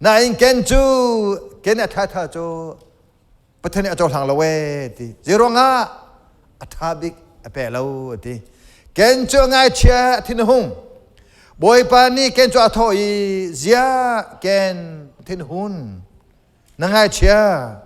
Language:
Hakha Chin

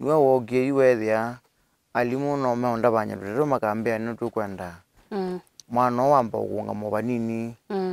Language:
Kamba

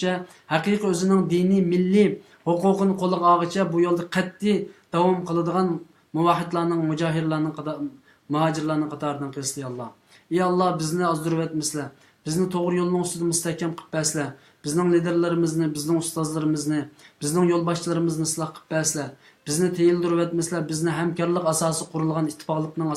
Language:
Uyghur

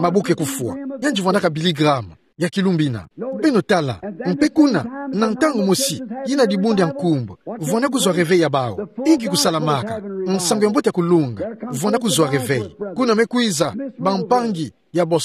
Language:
Kituba (Democratic Republic of Congo)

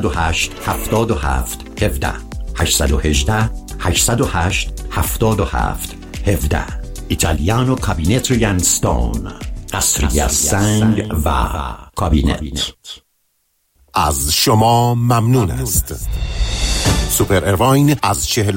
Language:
Persian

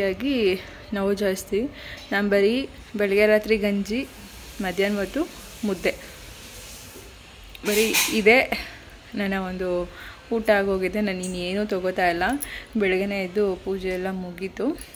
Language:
Kannada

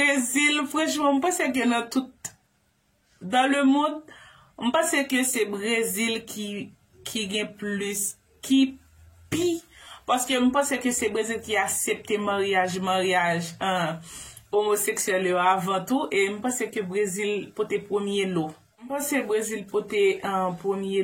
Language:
Haitian Creole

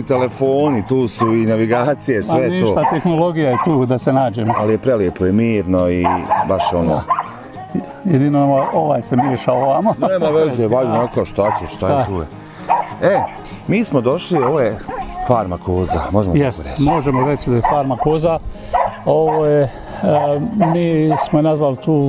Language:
Bosnian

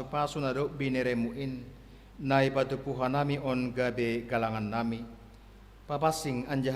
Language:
Batak Simalungun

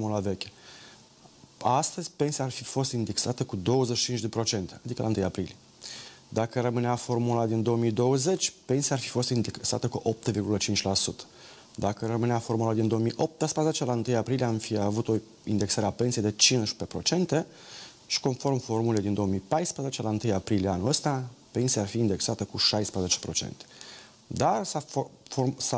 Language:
Romanian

